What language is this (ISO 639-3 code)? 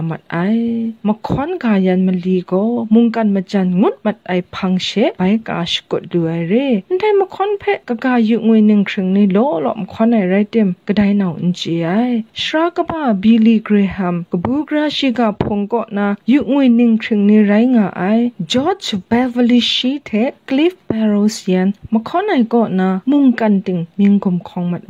kac